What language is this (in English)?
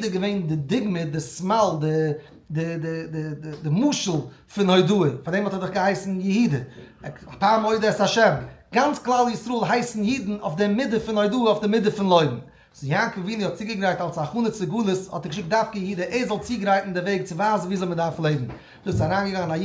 Yiddish